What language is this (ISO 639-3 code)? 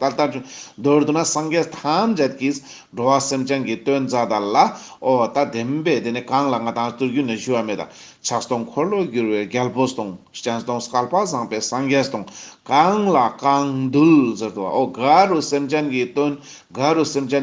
lbj